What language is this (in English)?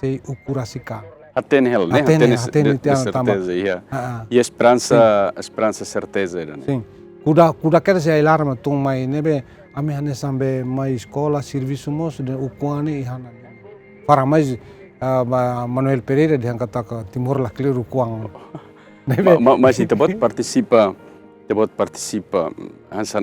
Tetum